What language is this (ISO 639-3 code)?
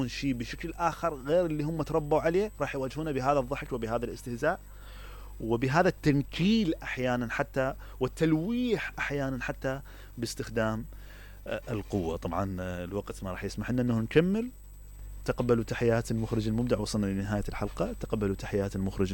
acm